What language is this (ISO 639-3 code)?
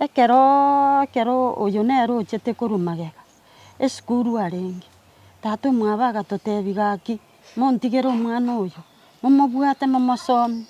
guz